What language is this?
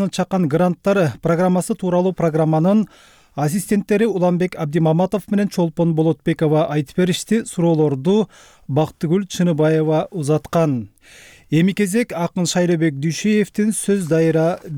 Kyrgyz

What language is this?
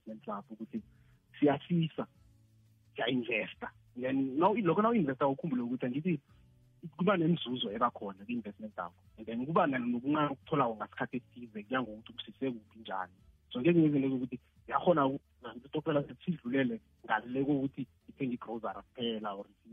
South Ndebele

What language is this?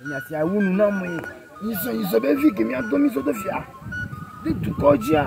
Ewe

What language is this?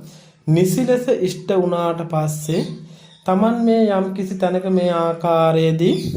Sinhala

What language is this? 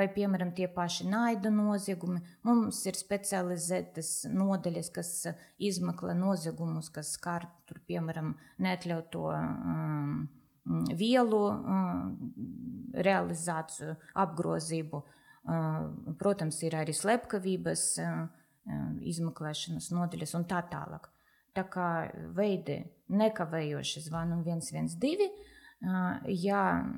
Latvian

